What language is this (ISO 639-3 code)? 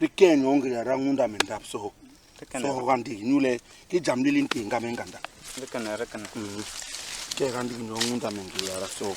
bas